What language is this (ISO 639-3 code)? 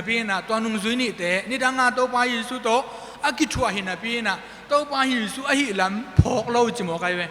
ctd